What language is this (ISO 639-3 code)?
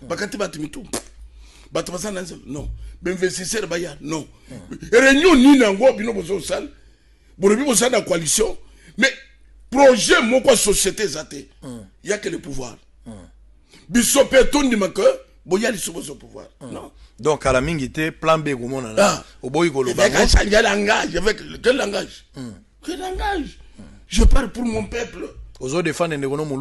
lin